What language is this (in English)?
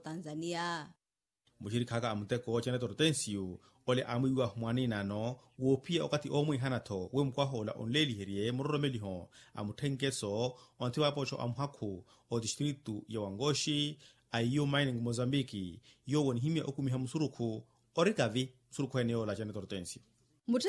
Makhuwa